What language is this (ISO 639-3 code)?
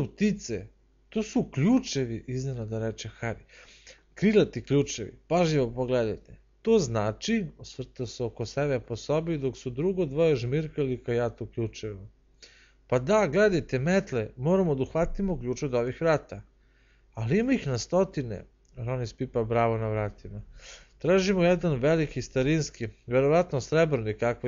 srp